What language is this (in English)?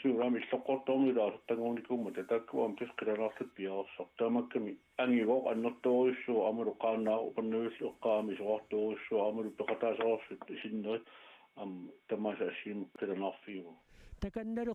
Kalaallisut